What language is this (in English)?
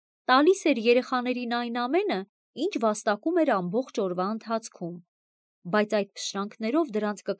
Armenian